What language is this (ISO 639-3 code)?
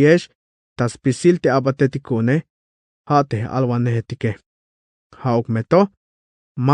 tzh